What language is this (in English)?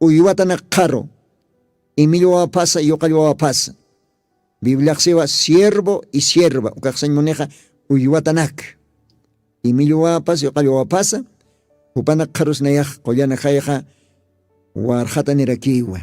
Aymara